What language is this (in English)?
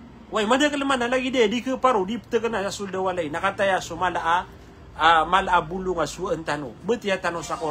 Maranao